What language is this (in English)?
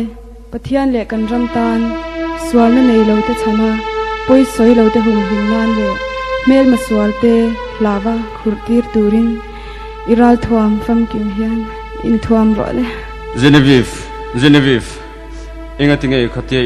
Mizo